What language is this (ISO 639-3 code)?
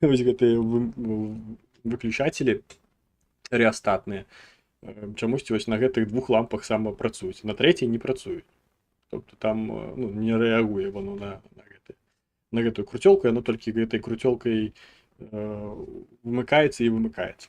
bel